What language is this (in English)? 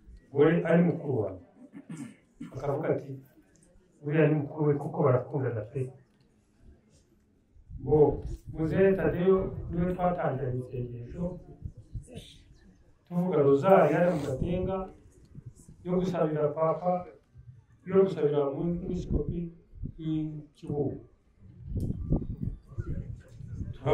Kinyarwanda